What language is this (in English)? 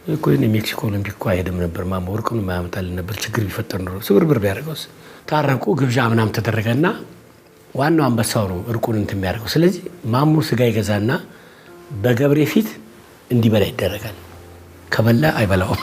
Amharic